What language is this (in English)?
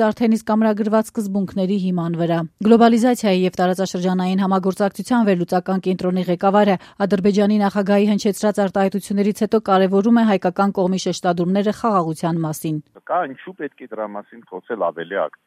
Armenian